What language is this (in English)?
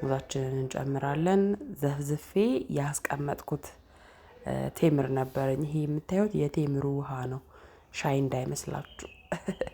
Amharic